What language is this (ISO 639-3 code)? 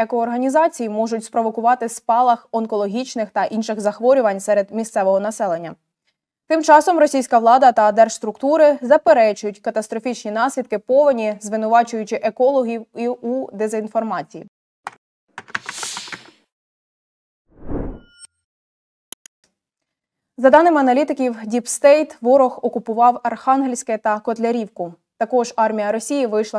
ukr